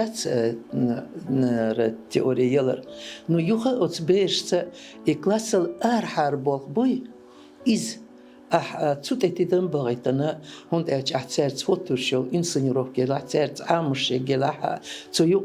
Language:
Chechen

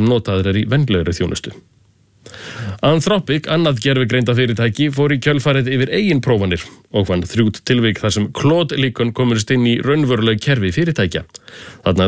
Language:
Icelandic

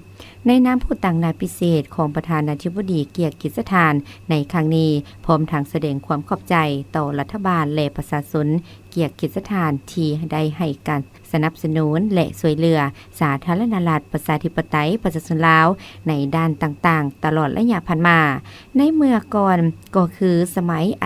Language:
Lao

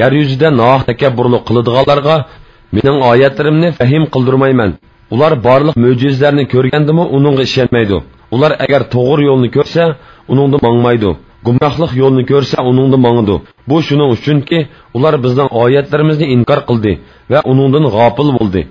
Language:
Uyghur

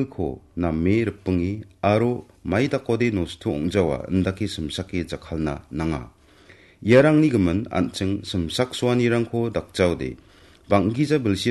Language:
Garo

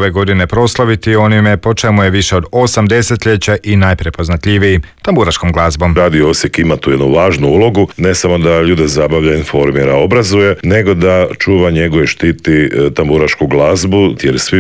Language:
Croatian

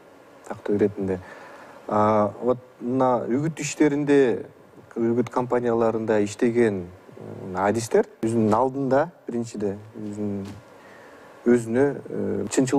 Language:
Kyrgyz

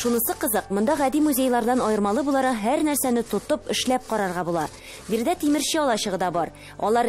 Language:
Tatar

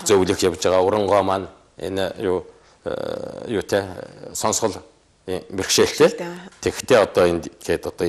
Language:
Mongolian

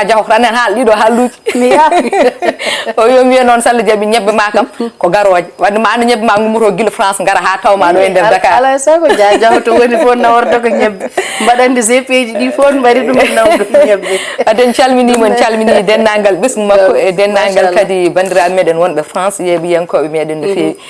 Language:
Fula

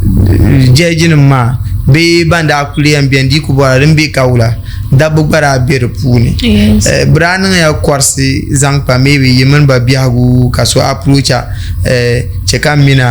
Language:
Dagbani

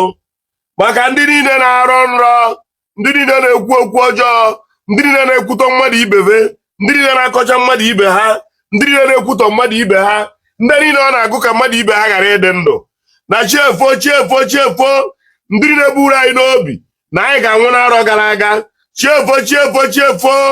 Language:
Igbo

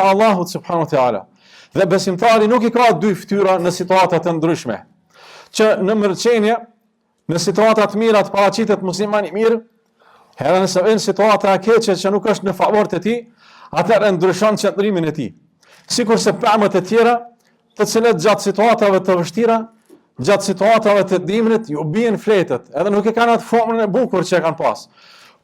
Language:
Albanian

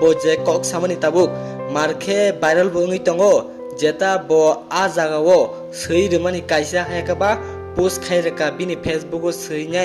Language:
Kok Borok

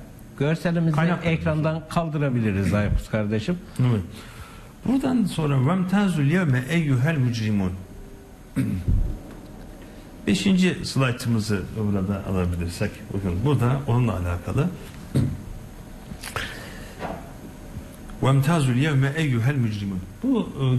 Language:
Turkish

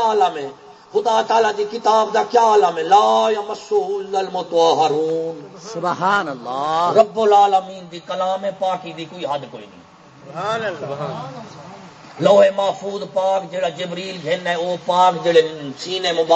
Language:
Saraiki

